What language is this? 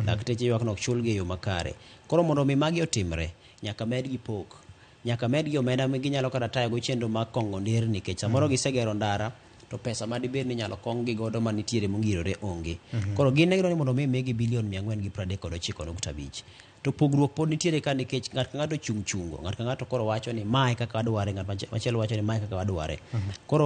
Luo (Kenya and Tanzania)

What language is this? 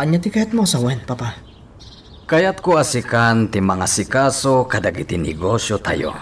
Iloko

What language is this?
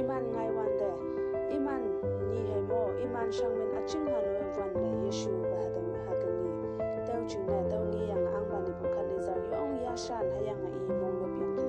Konyak Naga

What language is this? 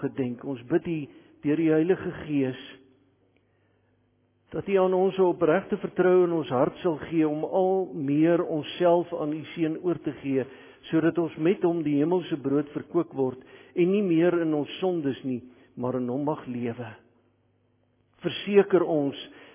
Afrikaans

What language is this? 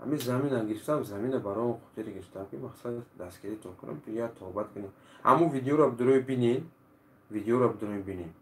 Tajik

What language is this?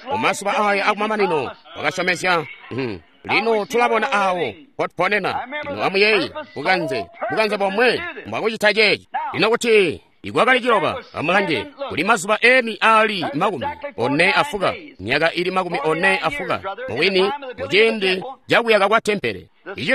Tonga (Zambia)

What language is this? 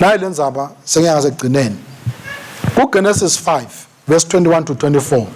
Swati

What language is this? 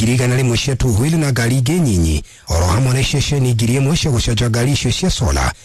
Kikuyu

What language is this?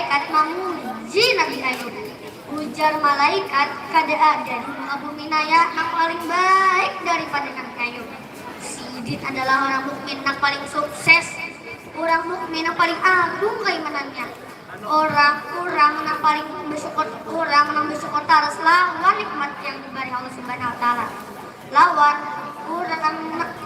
Banjar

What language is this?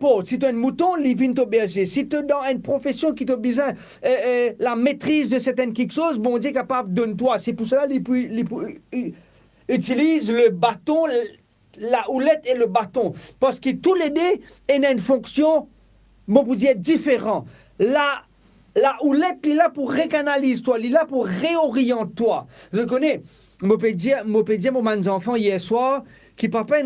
Morisyen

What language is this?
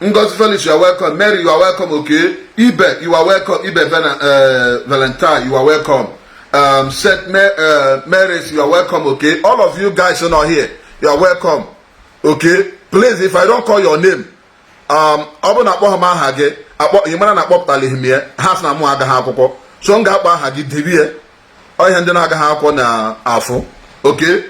Igbo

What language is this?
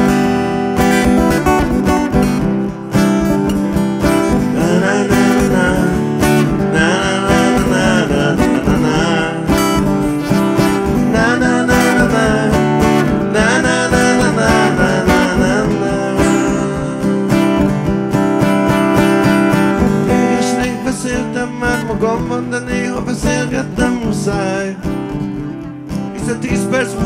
Hungarian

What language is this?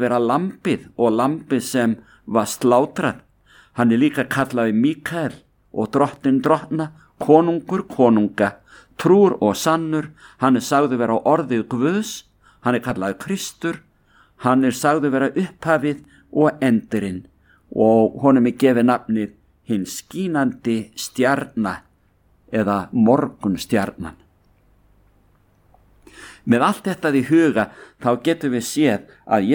Icelandic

